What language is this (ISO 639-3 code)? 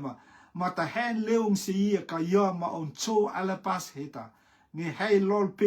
rtm